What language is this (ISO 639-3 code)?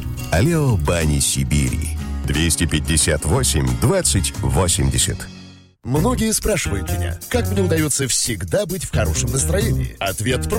rus